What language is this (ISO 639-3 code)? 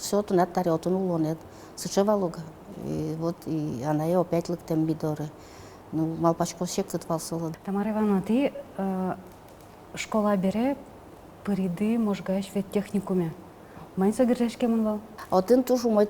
udm